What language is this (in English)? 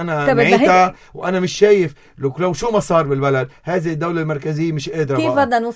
North Levantine Arabic